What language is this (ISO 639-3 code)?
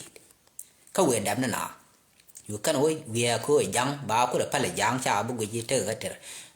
nus